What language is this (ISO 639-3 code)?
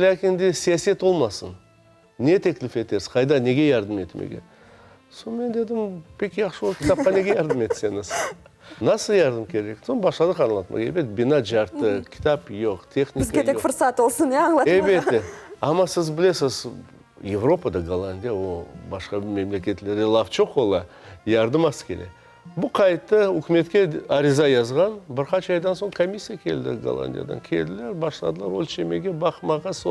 crh